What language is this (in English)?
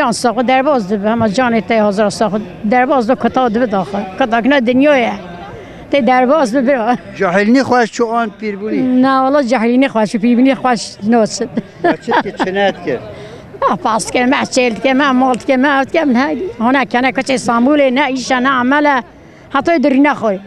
Kurdish